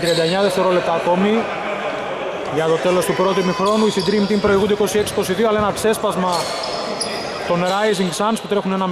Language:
Greek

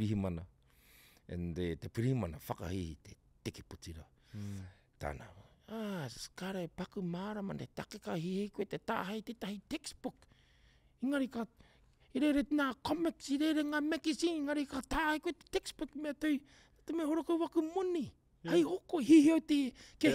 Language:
Māori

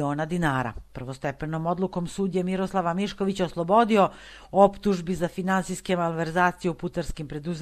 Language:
Serbian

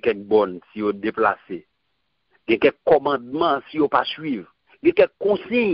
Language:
Haitian Creole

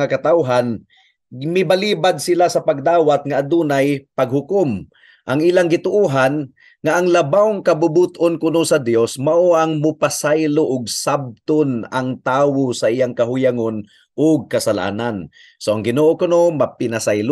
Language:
Cebuano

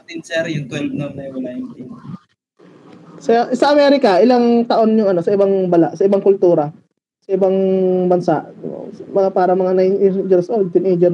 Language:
Filipino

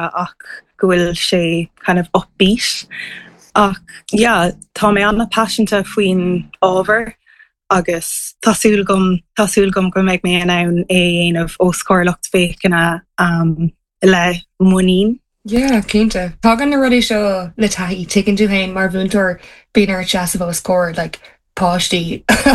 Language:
Irish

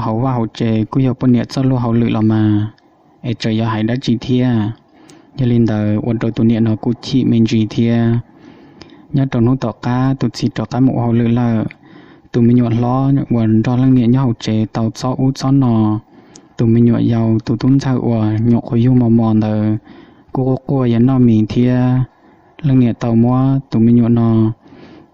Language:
Hmong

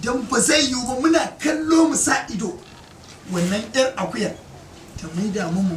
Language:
Hausa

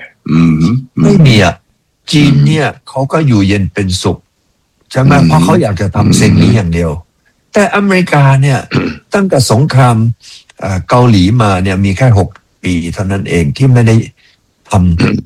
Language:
Thai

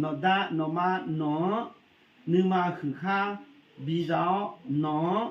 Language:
Akha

